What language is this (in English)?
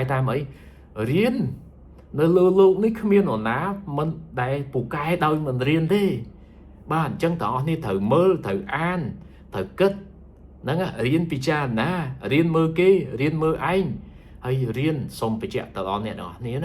Khmer